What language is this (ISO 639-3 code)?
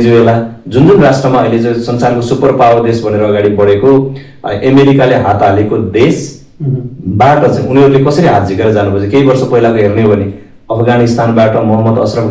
nep